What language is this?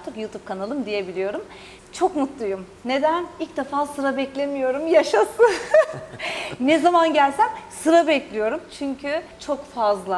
Turkish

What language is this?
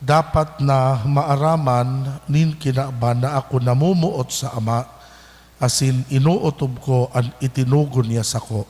Bikol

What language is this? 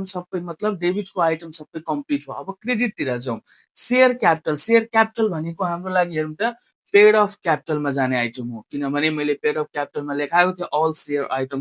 Nepali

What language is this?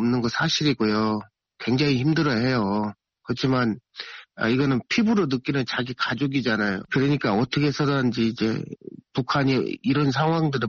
Korean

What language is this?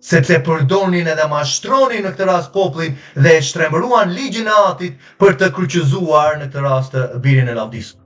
Albanian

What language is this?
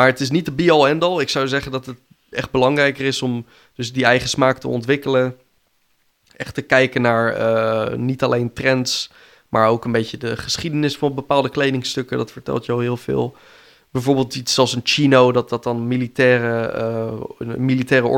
Dutch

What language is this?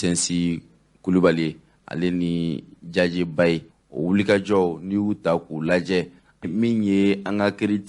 Bambara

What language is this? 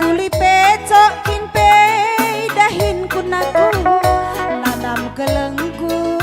Batak Karo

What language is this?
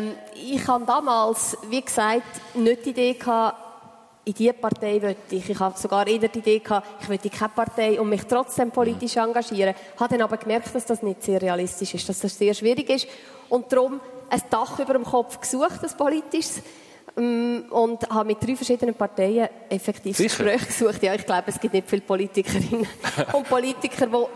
German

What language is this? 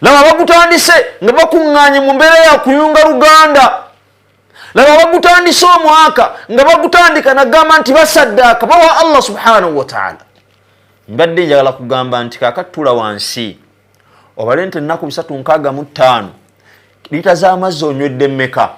Ganda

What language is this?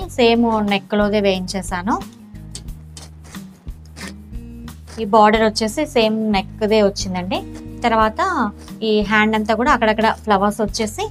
Telugu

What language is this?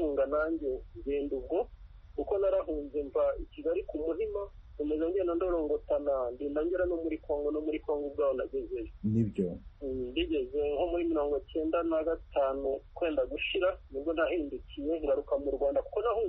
Kinyarwanda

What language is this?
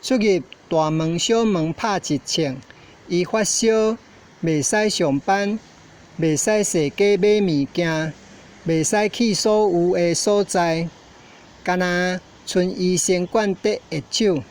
Min Nan Chinese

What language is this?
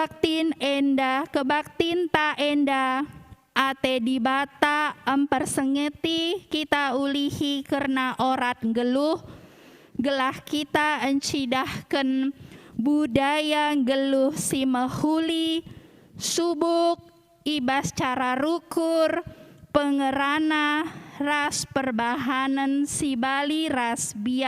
Batak Karo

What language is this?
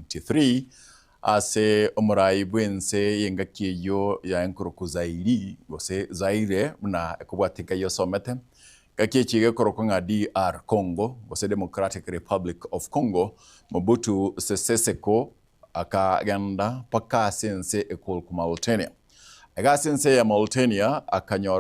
Gusii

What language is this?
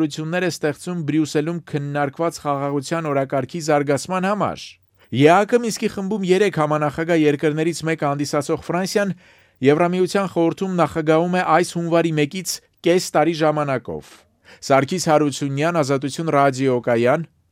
Armenian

